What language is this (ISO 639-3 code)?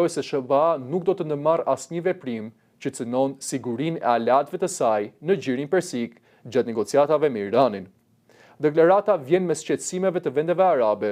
sqi